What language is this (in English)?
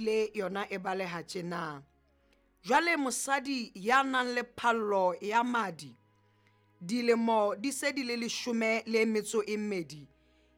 Southern Sotho